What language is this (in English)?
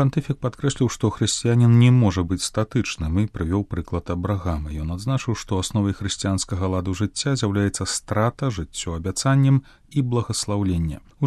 Belarusian